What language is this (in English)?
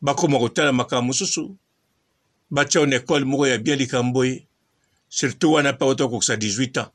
Lingala